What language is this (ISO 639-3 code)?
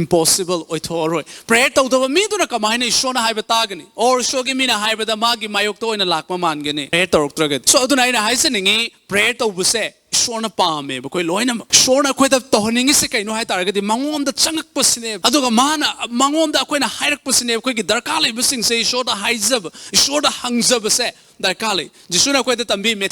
mni